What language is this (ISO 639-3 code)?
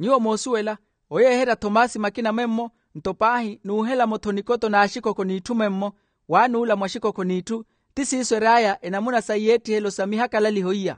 vmw